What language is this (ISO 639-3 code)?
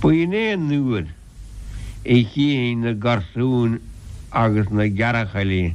gle